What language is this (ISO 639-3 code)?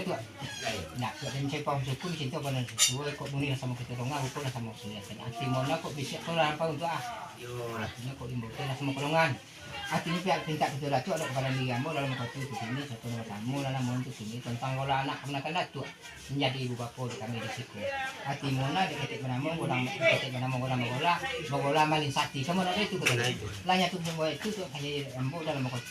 min